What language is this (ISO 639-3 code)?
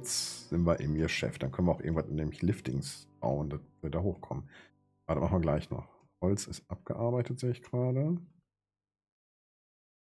deu